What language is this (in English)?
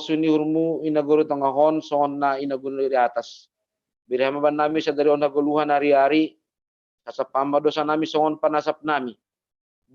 Batak Simalungun